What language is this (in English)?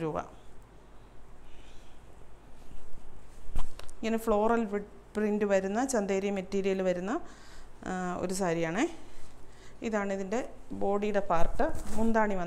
Malayalam